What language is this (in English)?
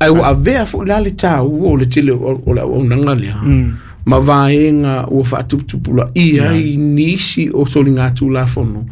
Samoan